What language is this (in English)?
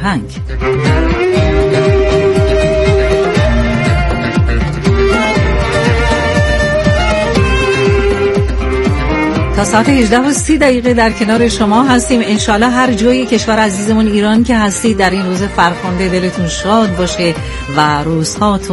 Persian